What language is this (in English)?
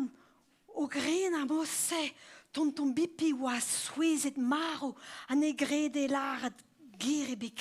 Breton